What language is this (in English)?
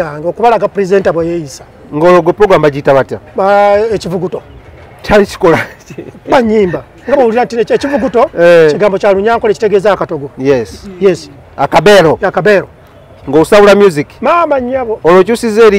Ganda